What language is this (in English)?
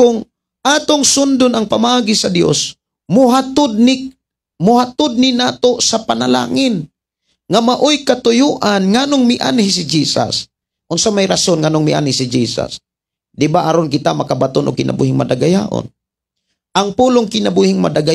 Cebuano